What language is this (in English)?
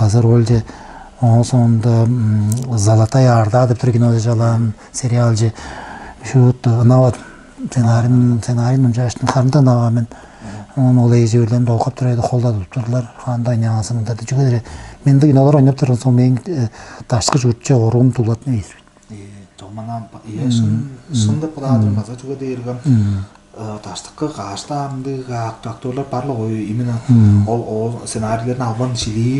Tuvinian